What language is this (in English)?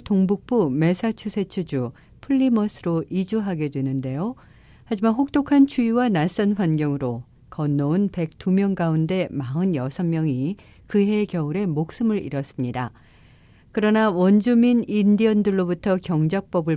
Korean